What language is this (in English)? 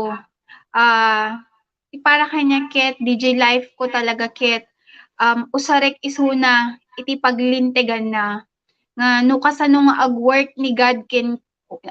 Iloko